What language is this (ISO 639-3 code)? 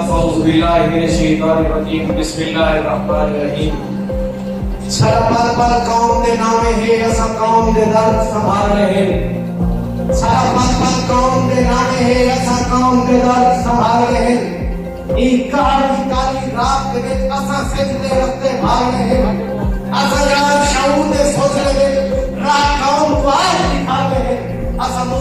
skr